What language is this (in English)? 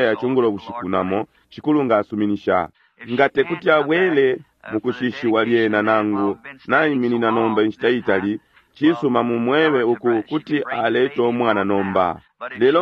Bemba